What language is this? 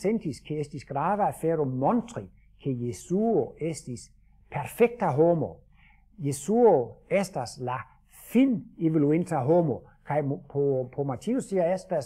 Esperanto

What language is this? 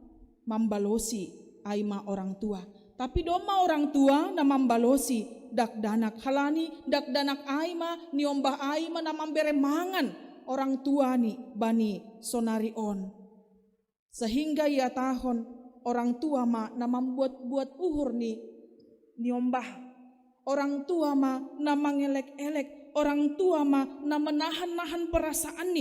Batak Simalungun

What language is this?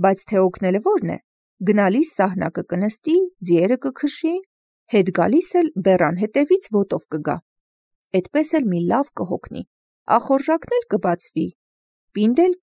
Armenian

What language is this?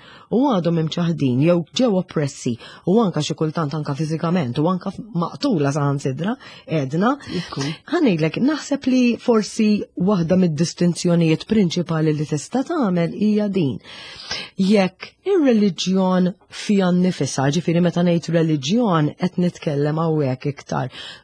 Maltese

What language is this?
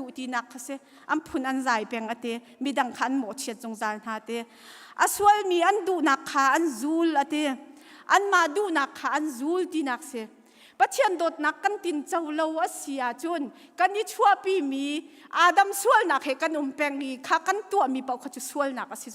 Hakha Chin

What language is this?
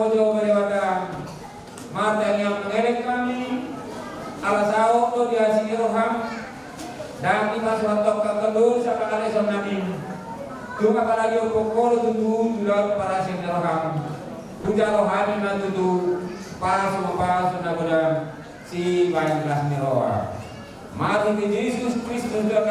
Batak Toba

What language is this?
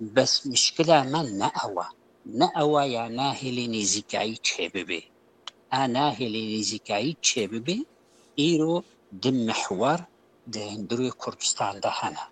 Kurdish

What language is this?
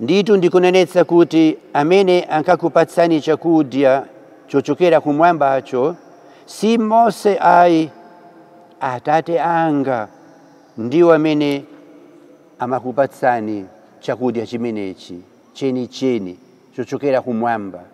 Nyanja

